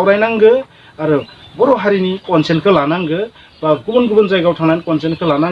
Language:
Bodo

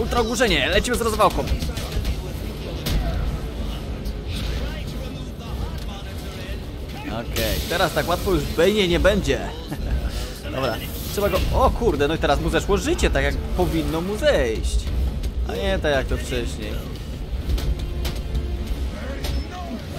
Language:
Polish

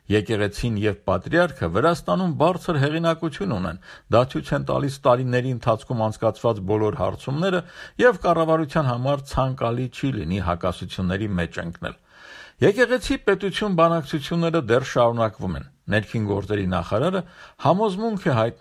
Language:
Armenian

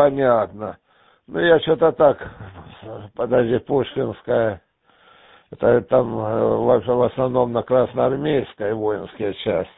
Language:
Russian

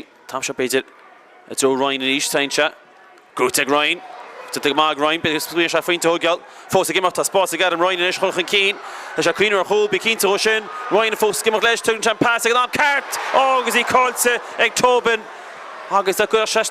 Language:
Irish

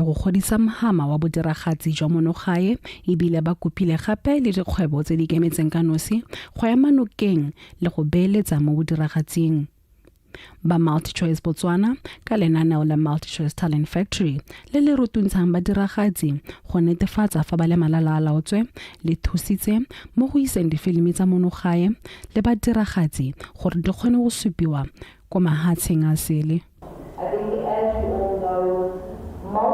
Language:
Tswana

